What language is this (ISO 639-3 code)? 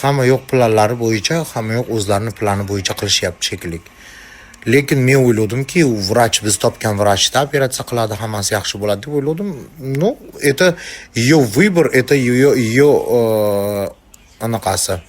uzb